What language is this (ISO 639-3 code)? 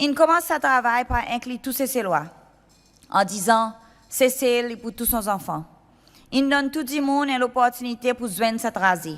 crs